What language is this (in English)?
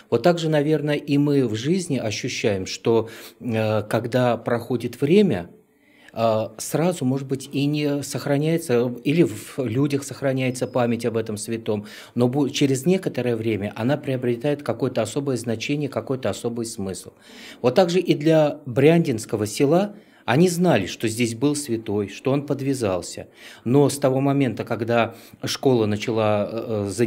Russian